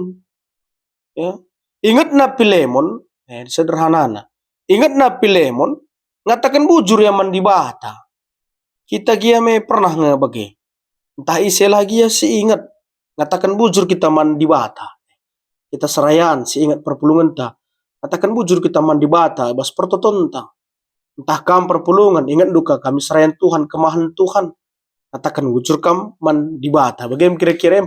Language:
Batak Karo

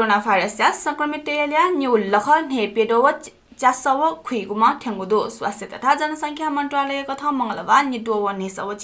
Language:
Newari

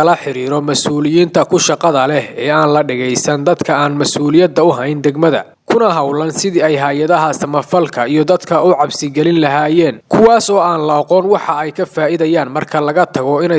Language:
Somali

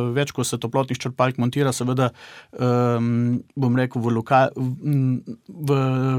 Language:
Slovenian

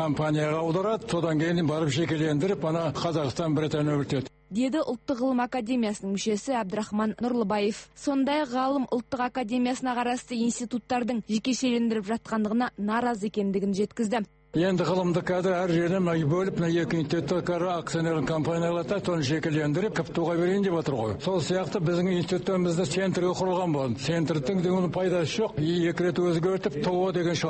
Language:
Kazakh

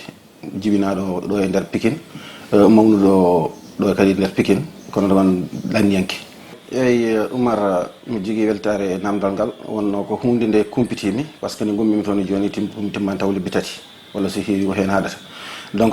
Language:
Fula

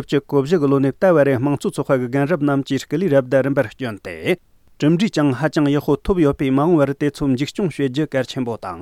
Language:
Tibetan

